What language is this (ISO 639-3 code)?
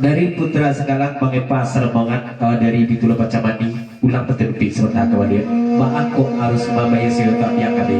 min